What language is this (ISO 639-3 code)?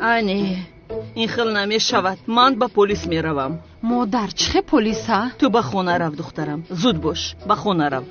tgk